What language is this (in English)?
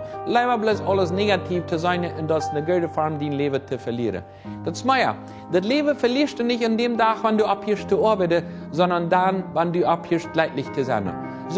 Plautdietsch